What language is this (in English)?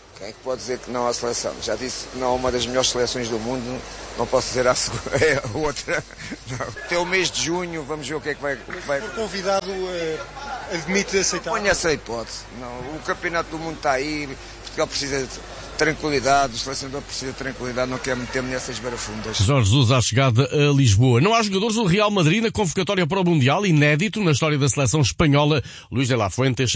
Portuguese